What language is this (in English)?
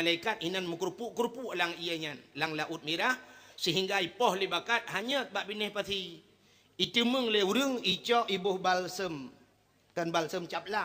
Achinese